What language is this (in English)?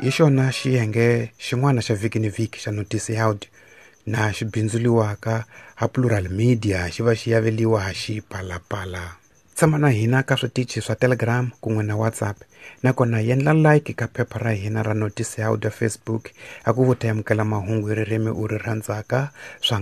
Tsonga